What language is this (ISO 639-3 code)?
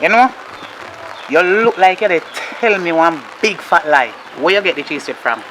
jam